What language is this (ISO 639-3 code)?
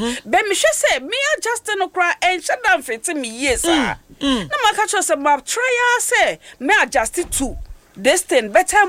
aka